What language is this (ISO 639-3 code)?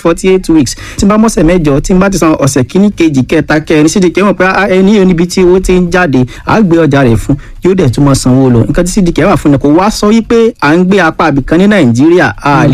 yor